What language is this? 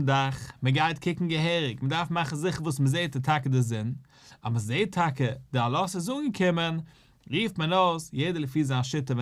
Yiddish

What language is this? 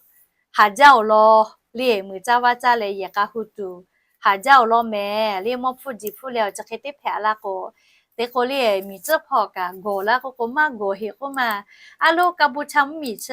Lahu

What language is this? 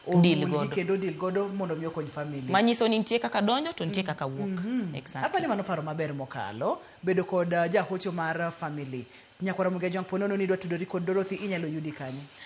Luo (Kenya and Tanzania)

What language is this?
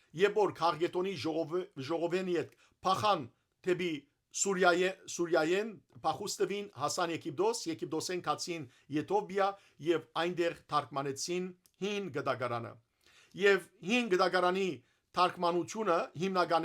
Western Armenian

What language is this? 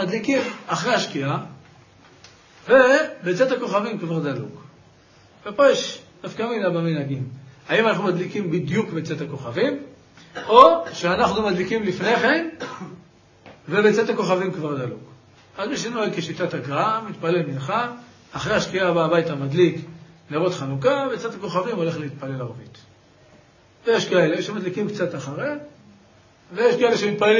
Hebrew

